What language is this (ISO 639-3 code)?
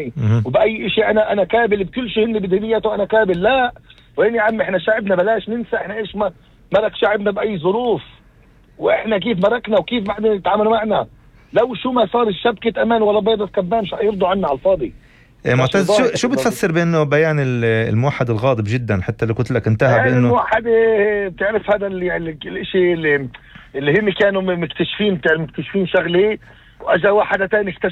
apc